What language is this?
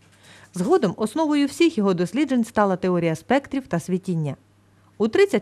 Ukrainian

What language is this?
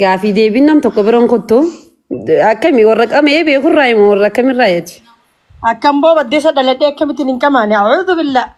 Oromo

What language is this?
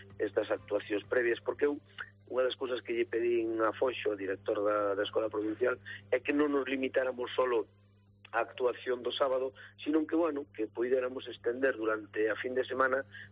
Galician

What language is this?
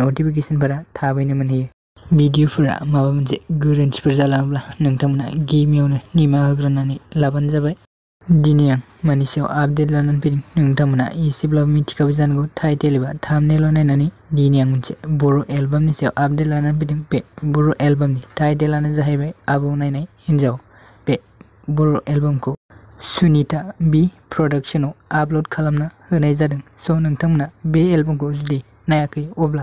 Bodo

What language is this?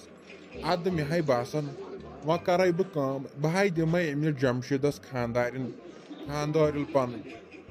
Kashmiri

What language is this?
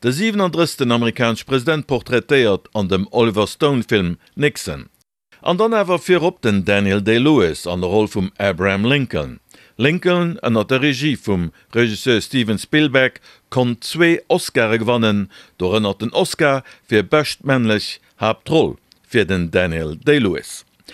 Luxembourgish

